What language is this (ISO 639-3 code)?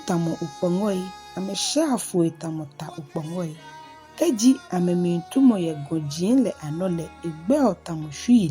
gaa